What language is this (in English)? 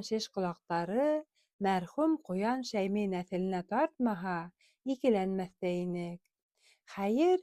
Bashkir